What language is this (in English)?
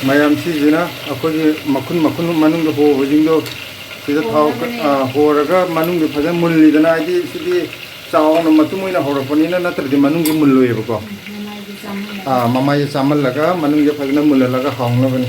Manipuri